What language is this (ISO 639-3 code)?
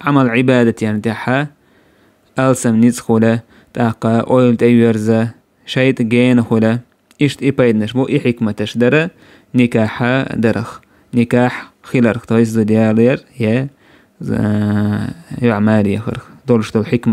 che